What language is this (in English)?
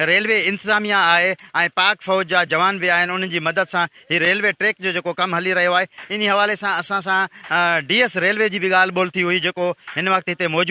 Sindhi